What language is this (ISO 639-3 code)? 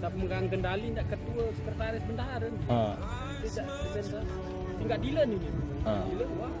sas